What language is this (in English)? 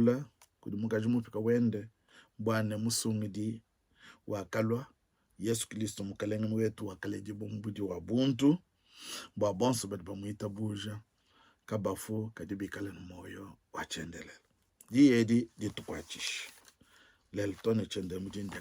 Luba-Lulua